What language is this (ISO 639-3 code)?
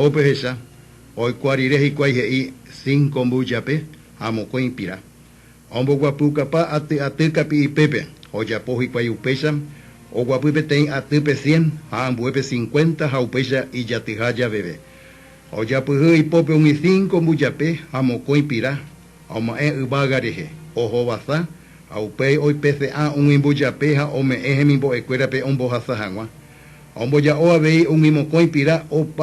grn